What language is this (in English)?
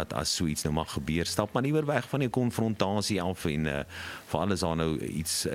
Afrikaans